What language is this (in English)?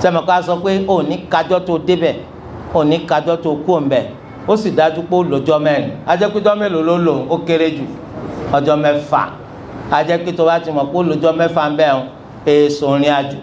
Yoruba